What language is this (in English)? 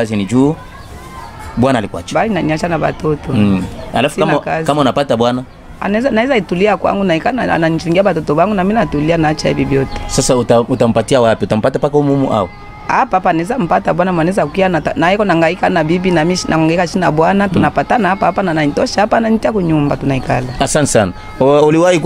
Swahili